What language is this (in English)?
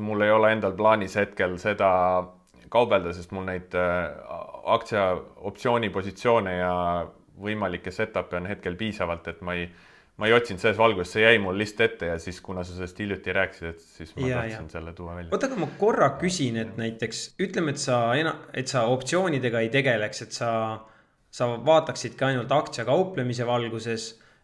Estonian